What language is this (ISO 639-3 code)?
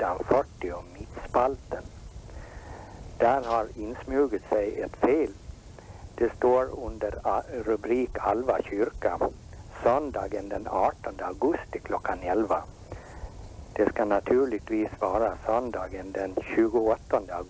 swe